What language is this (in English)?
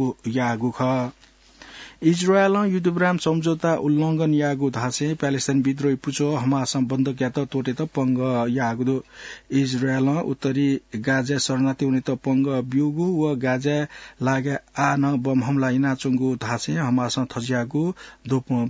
Newari